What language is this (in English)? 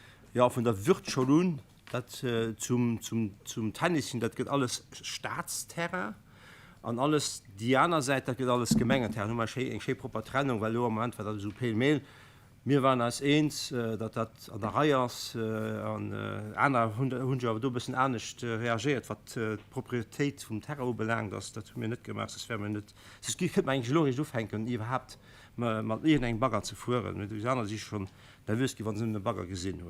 Luxembourgish